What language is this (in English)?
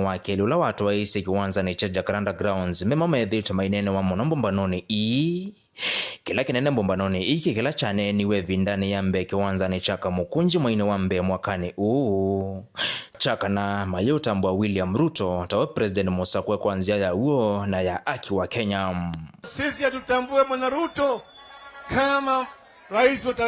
Kamba